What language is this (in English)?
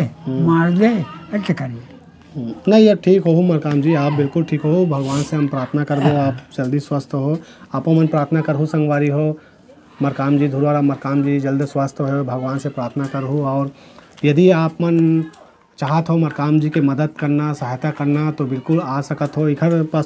Chhattisgarhi